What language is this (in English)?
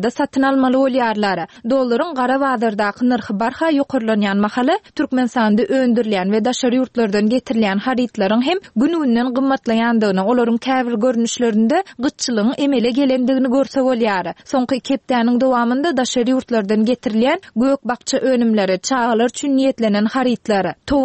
Turkmen